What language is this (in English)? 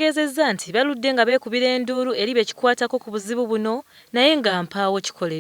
Ganda